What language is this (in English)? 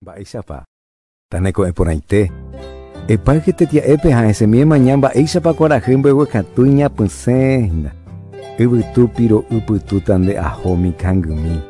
Guarani